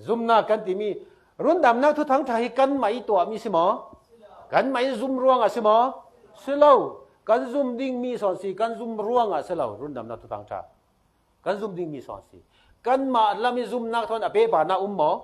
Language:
Falam Chin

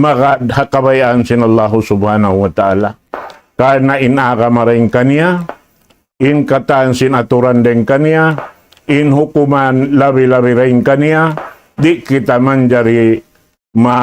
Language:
Tausug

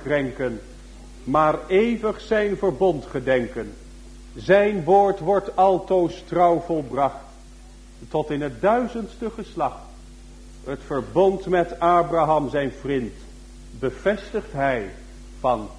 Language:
Dutch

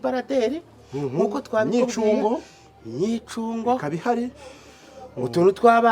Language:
Kinyarwanda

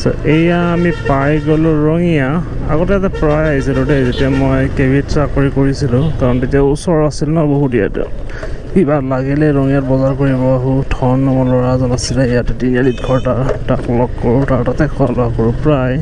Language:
Assamese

